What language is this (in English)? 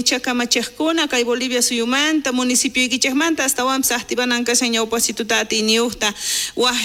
South Bolivian Quechua